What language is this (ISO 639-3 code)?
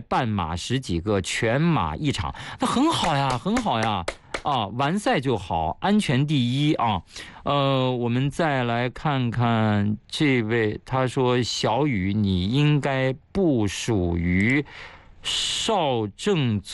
zho